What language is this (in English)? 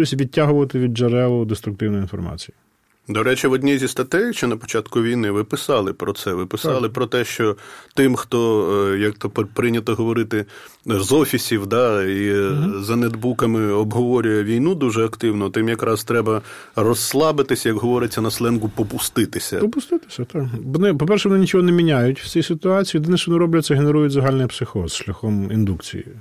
Ukrainian